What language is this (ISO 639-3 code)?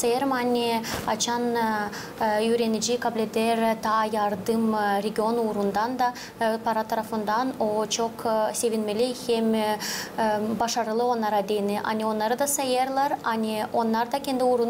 gag